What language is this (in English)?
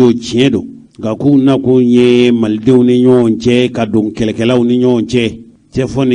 Bambara